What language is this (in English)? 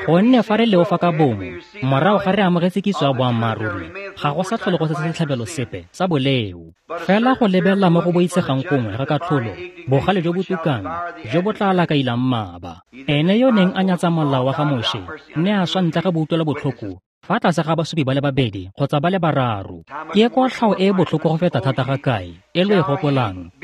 Tswana